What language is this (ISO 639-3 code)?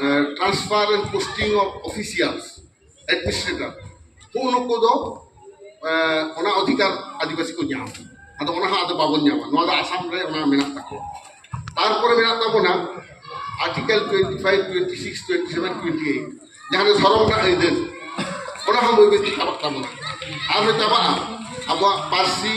sat